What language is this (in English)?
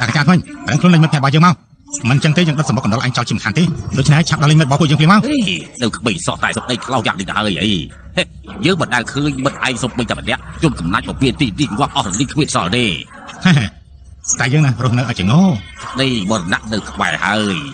Khmer